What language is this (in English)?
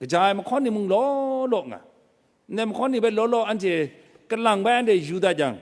Kachin